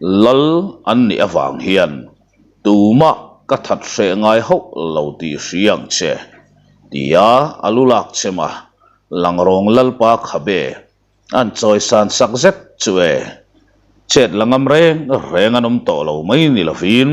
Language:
Mizo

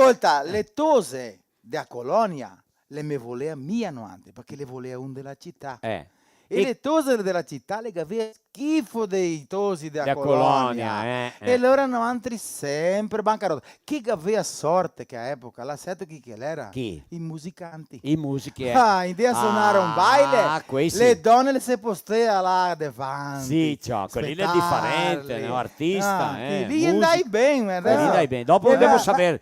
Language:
Venetian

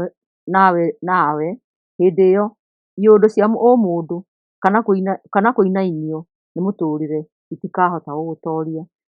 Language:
Kikuyu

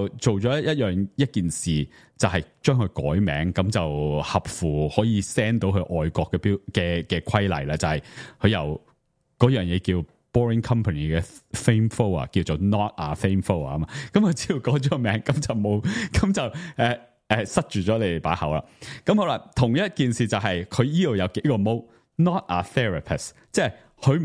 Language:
Cantonese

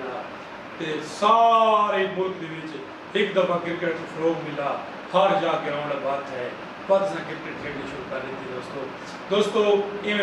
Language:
Saraiki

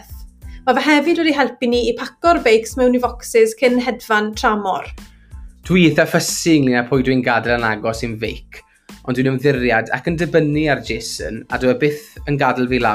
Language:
Welsh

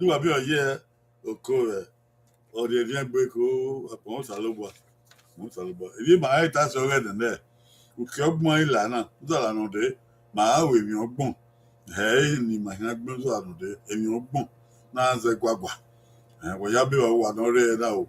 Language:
Bini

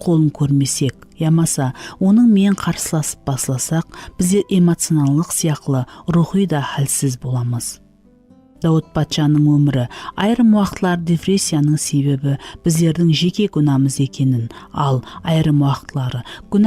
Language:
Kara-Kalpak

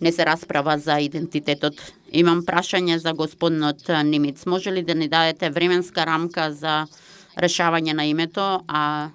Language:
Macedonian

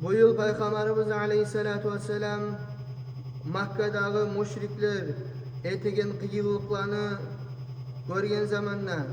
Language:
Kumyk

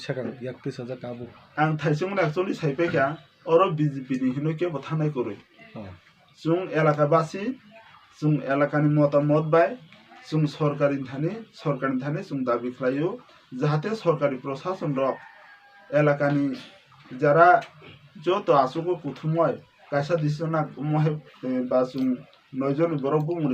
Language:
Kok Borok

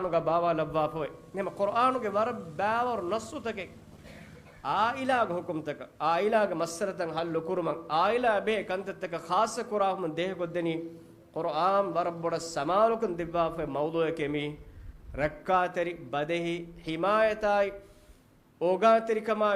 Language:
Divehi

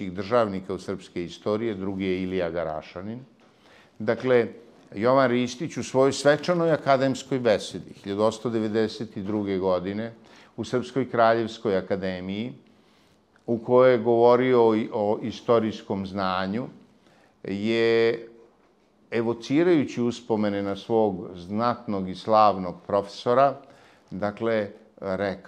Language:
Serbian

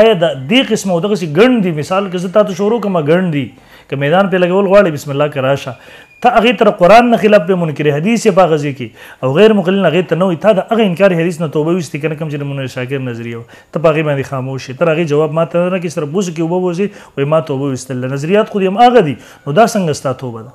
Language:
Pashto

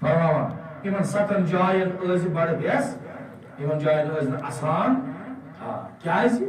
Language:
Kashmiri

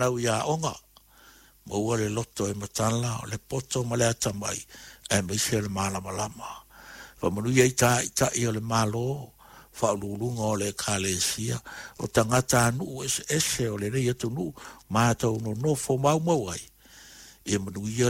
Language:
Samoan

